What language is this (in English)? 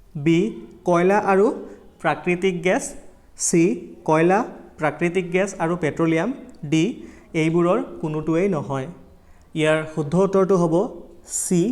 Assamese